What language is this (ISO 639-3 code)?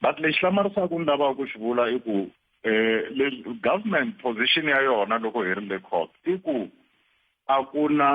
tso